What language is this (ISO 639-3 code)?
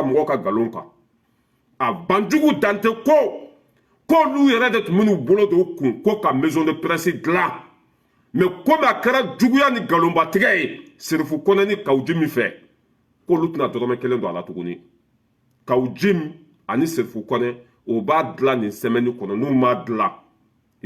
bam